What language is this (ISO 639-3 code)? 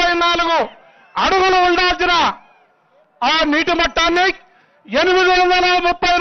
tel